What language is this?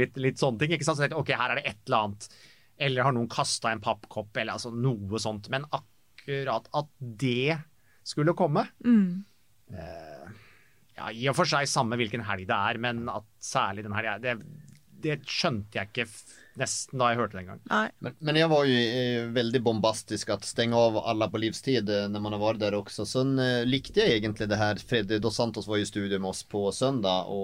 Norwegian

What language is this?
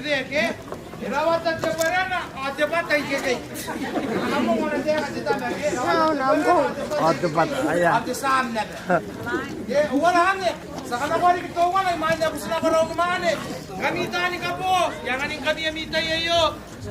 Gilbertese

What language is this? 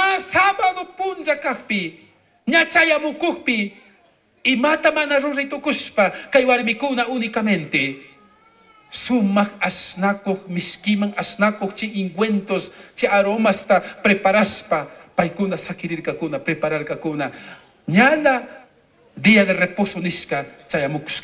Chimborazo Highland Quichua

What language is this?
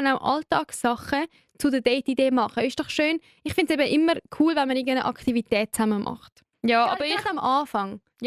Swiss German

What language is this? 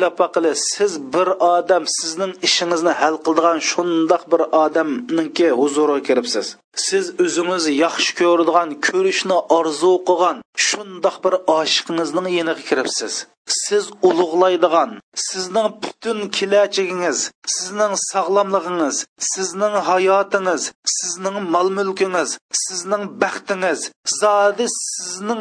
Uyghur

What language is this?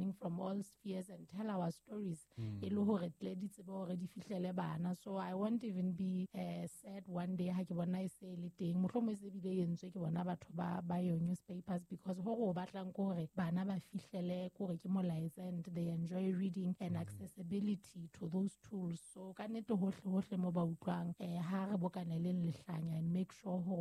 Southern Sotho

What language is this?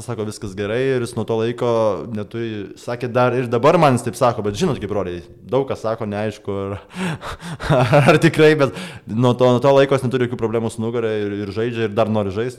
Lithuanian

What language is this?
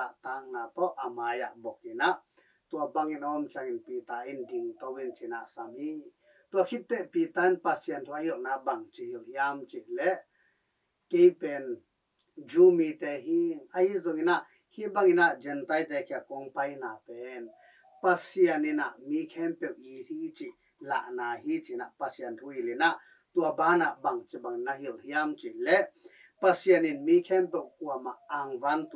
Tedim Chin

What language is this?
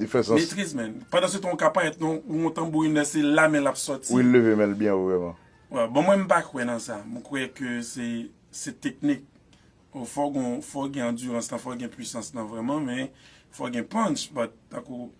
Haitian Creole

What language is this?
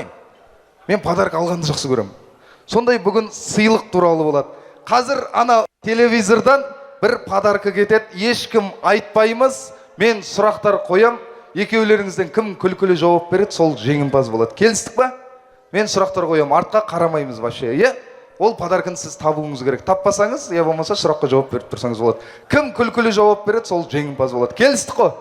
Kazakh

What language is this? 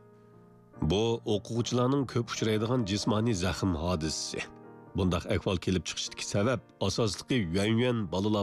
Uyghur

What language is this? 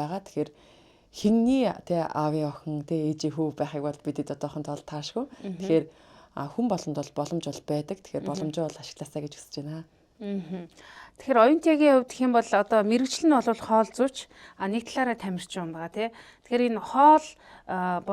Mongolian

